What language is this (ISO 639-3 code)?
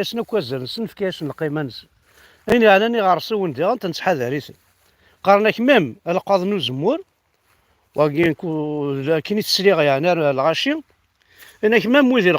kab